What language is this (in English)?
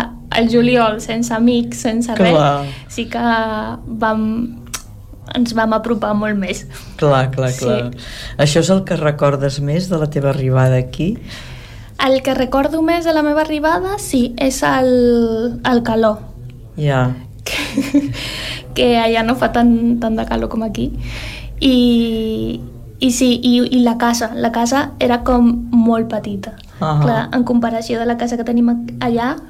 Catalan